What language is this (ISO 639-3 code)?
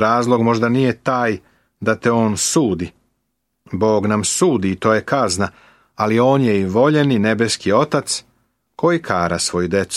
srp